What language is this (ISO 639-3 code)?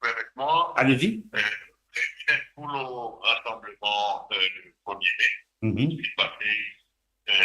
mfe